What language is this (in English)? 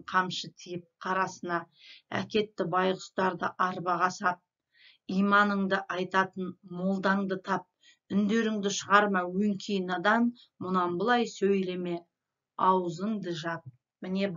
Kazakh